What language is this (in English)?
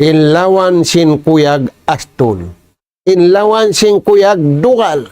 Tausug